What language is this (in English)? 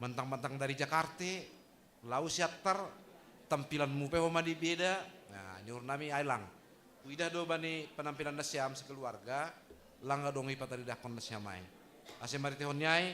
Batak Simalungun